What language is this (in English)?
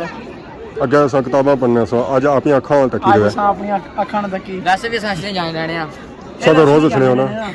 Pahari-Potwari